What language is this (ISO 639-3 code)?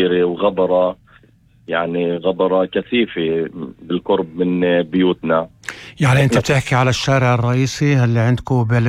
apc